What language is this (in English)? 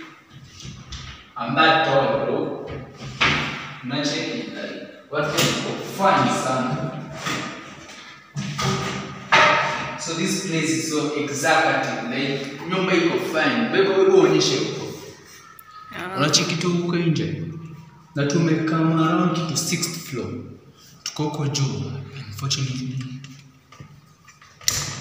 Swahili